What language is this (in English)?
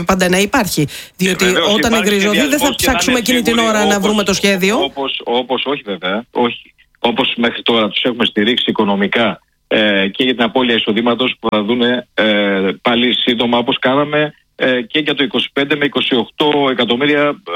Greek